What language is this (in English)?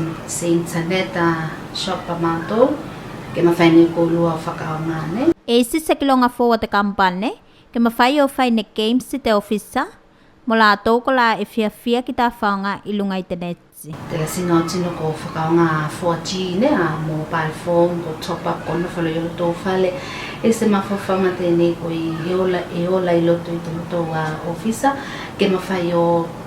Tuvalu